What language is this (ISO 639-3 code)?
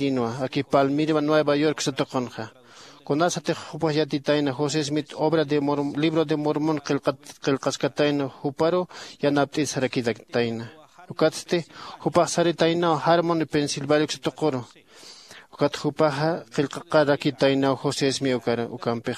aym